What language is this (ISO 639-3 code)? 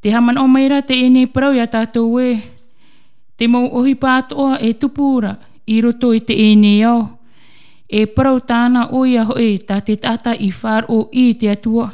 tah